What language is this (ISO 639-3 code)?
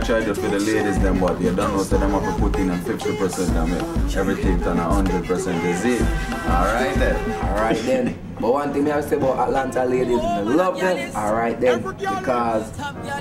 jam